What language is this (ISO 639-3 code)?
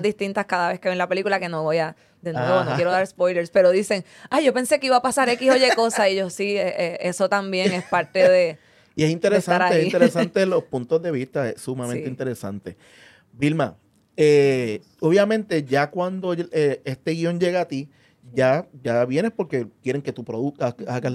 spa